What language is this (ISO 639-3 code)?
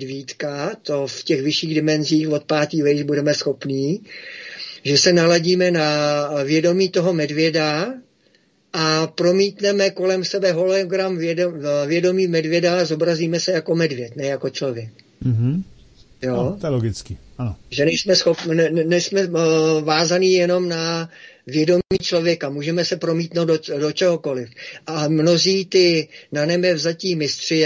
ces